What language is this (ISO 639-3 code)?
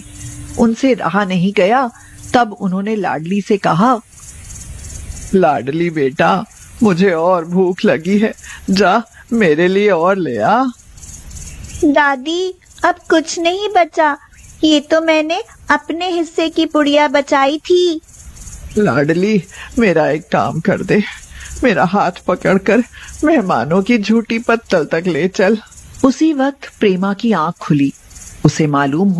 hin